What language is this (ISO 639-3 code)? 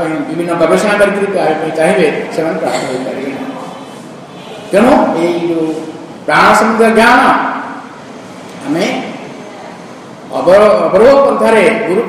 ori